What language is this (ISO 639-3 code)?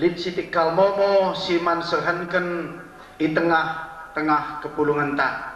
btx